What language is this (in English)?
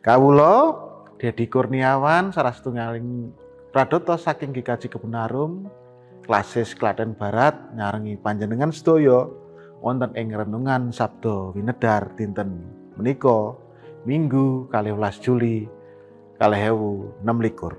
Javanese